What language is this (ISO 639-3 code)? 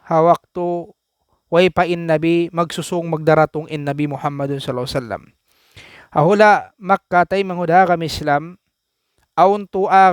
tsg